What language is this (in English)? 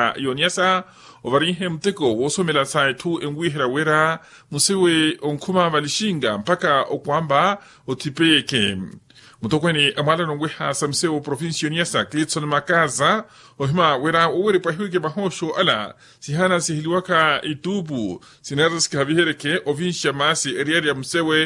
Makhuwa